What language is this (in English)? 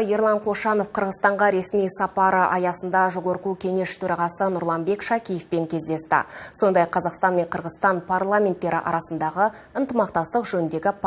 Kazakh